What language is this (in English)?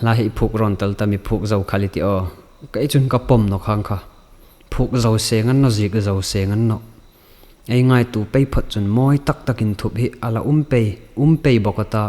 Hmar